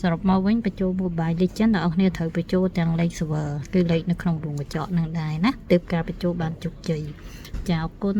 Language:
Khmer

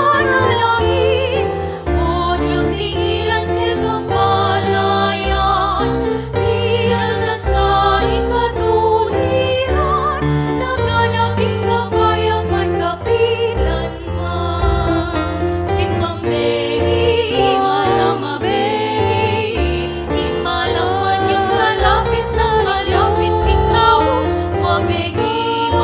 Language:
Pampanga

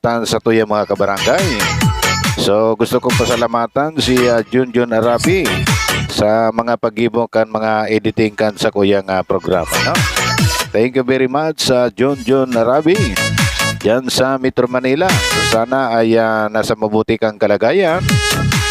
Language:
Bikol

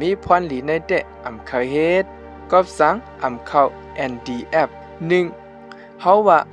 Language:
Shan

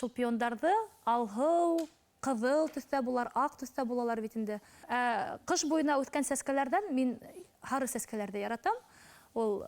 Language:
Bashkir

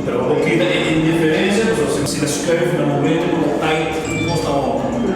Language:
Papiamento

